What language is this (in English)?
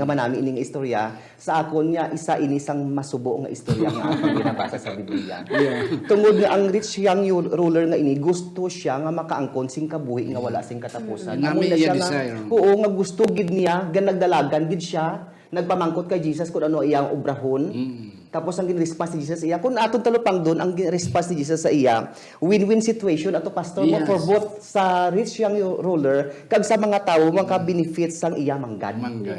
Hiligaynon